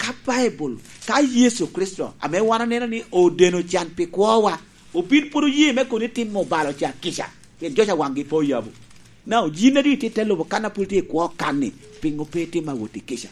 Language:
Lango (Uganda)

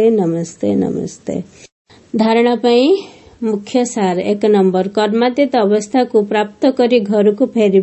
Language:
Odia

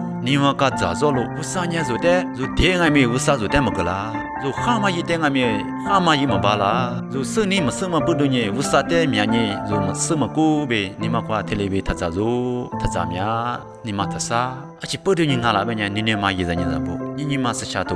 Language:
Lisu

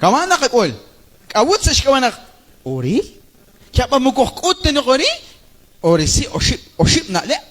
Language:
Kekchí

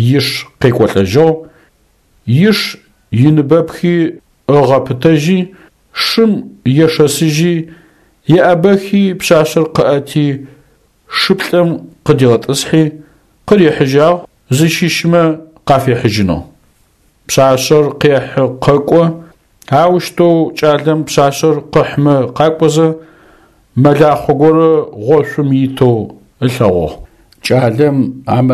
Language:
Adyghe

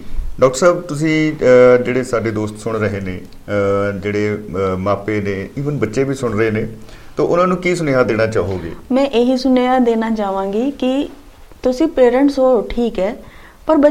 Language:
Punjabi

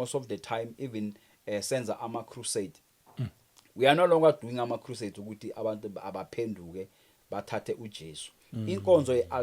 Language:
Zulu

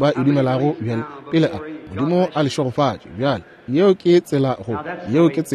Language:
Northern Sotho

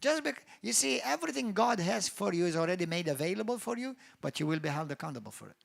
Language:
English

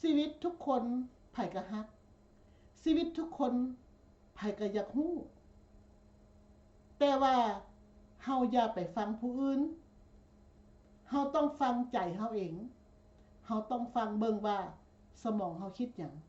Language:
Lao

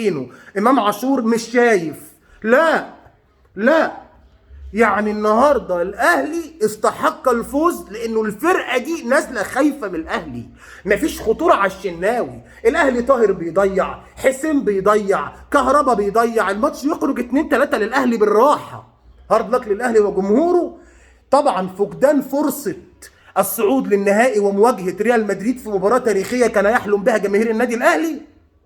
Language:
Egyptian Arabic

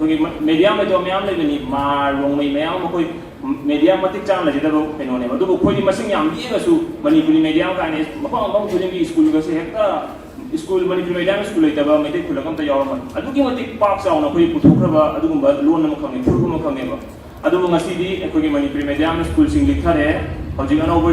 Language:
Manipuri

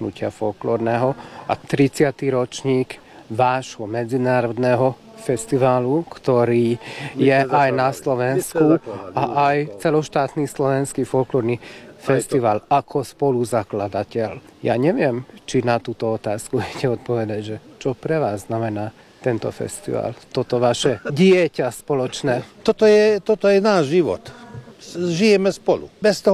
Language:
Slovak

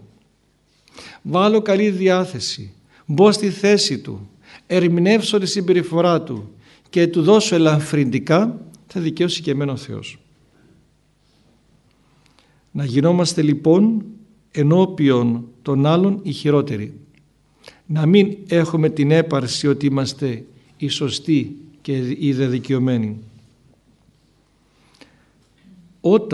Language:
Greek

